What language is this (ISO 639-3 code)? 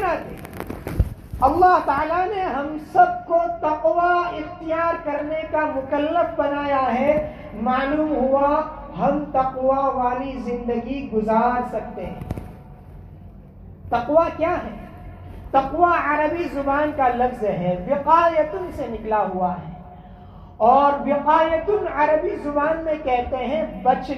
urd